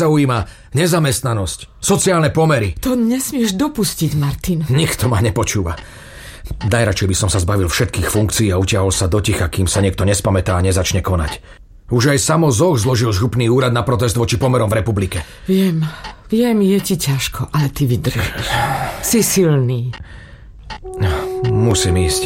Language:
Slovak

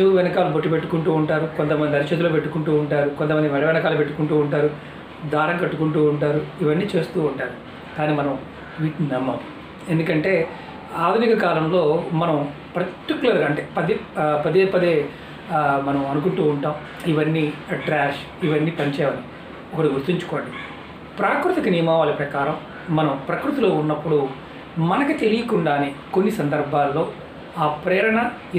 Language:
Telugu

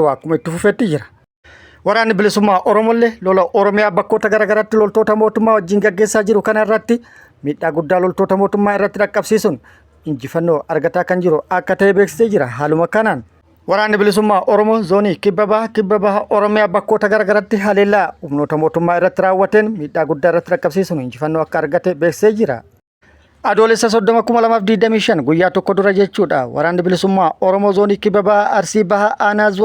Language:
Oromo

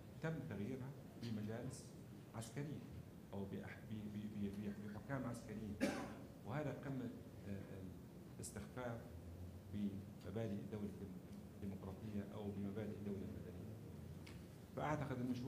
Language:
Arabic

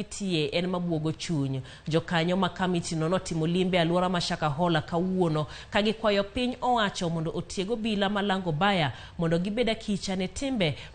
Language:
Luo (Kenya and Tanzania)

